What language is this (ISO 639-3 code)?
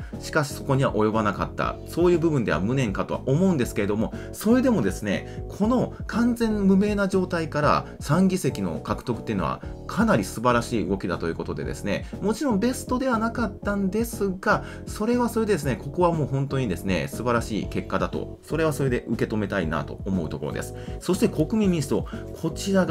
jpn